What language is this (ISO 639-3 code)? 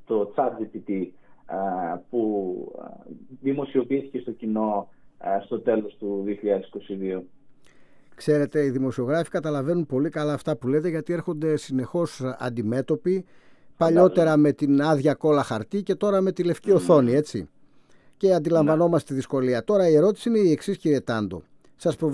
ell